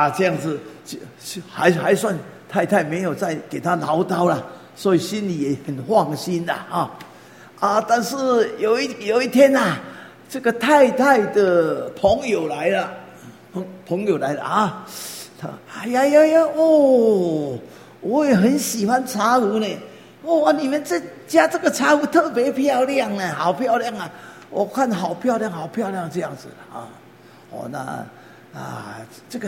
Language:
Chinese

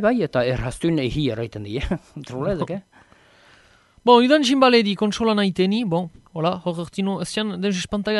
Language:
Basque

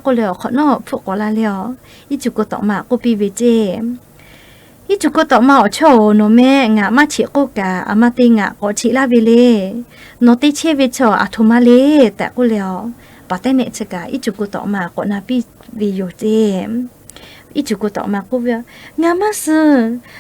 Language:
Lahu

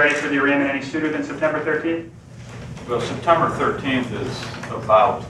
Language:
English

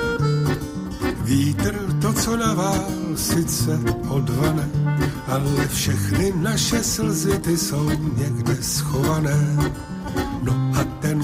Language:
Czech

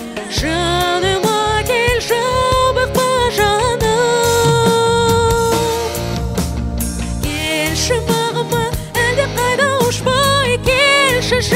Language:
Kazakh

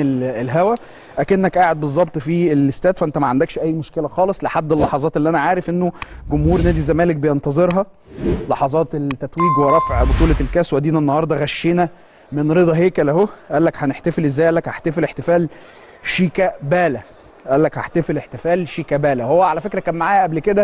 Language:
Egyptian Arabic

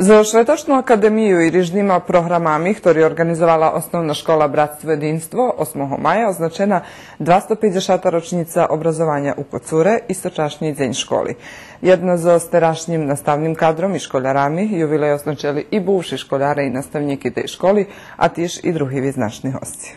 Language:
Rusyn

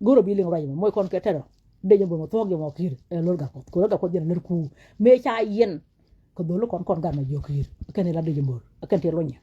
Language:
Nuer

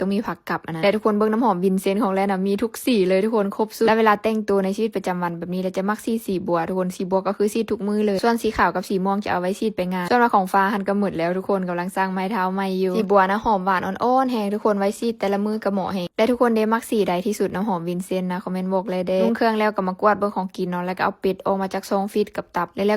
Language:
Lao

